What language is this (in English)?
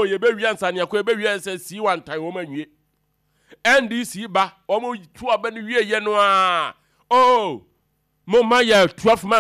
Akan